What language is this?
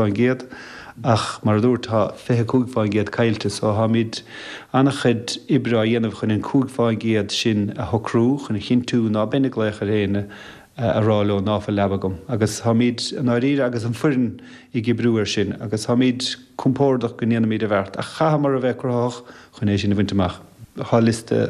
Irish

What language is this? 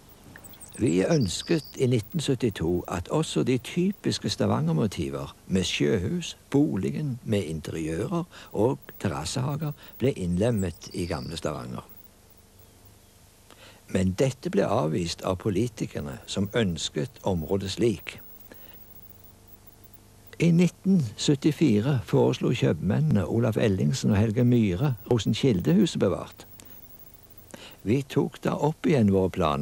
Norwegian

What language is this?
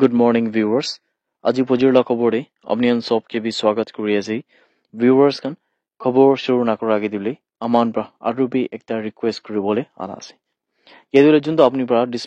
Naga Pidgin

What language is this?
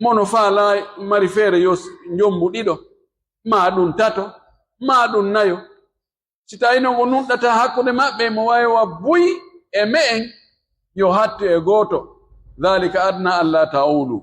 Pular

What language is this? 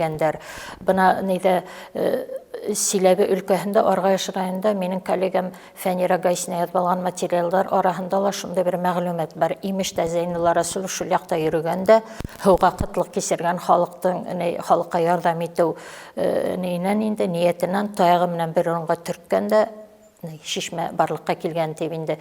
Bashkir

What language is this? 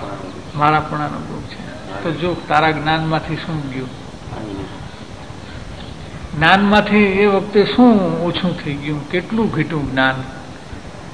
Gujarati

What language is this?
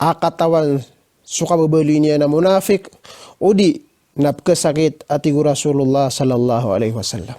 Maranao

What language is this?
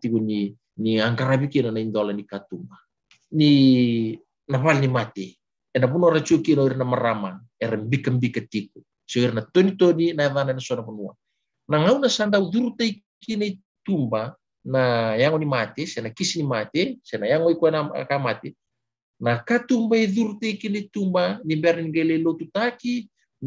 Fijian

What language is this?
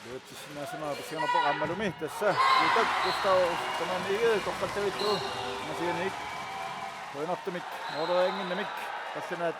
Kalaallisut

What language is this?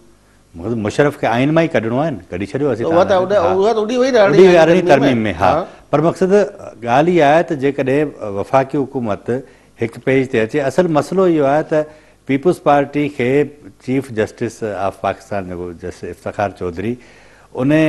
Sindhi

